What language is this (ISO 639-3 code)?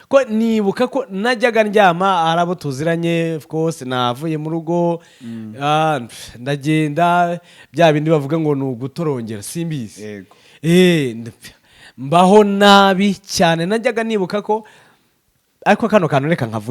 kin